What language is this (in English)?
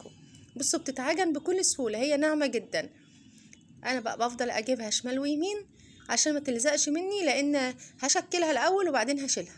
Egyptian Arabic